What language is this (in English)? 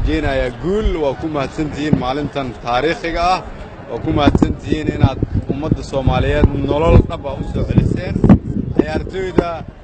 Somali